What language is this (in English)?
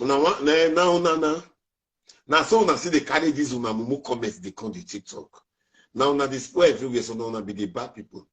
Nigerian Pidgin